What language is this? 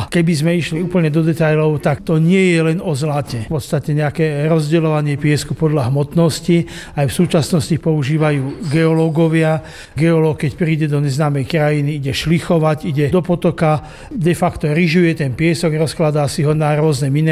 Slovak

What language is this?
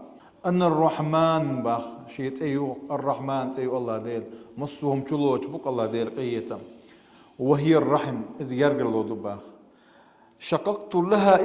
Chechen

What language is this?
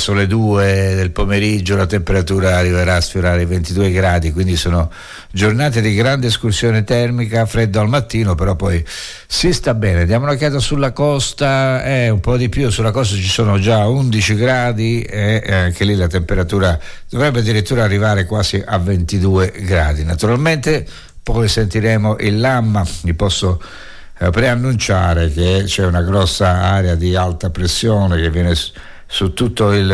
Italian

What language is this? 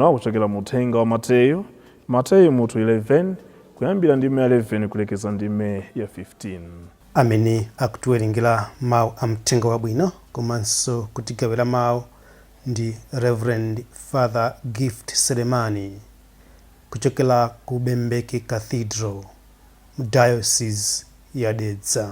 Nyanja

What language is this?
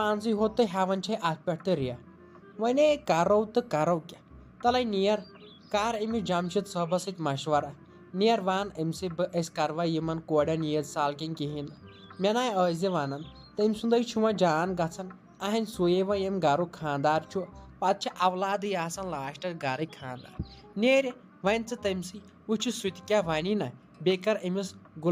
Kashmiri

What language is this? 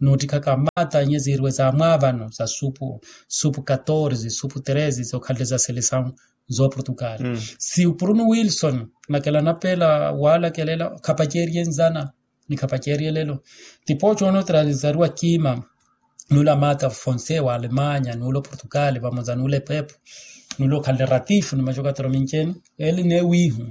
Makhuwa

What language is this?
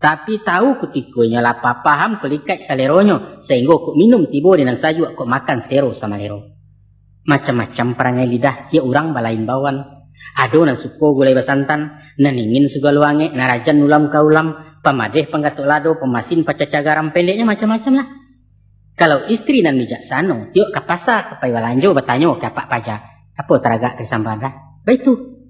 Minangkabau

